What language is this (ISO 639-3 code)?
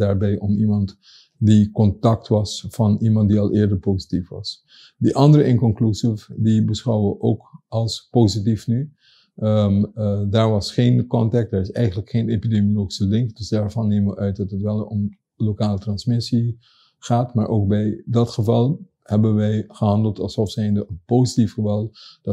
nld